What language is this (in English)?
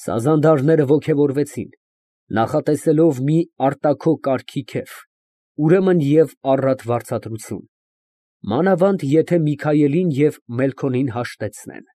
Armenian